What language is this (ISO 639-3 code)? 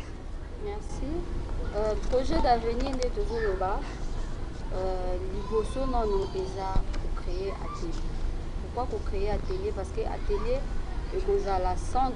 lin